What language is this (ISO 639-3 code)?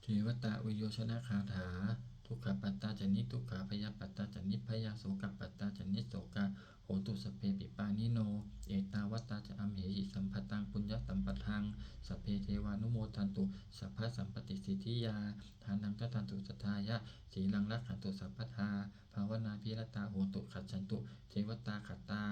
pli